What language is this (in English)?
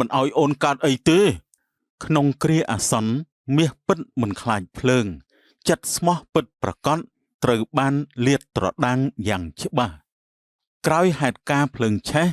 Khmer